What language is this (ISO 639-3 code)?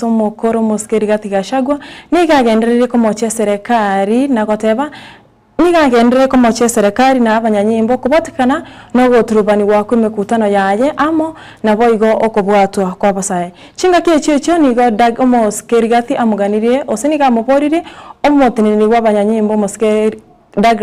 guz